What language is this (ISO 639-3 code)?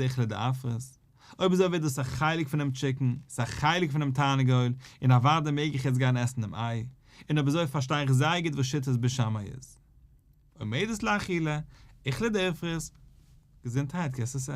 yid